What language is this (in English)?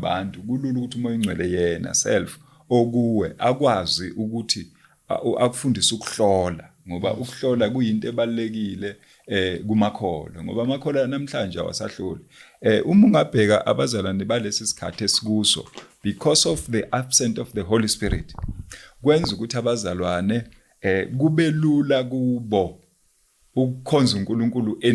Zulu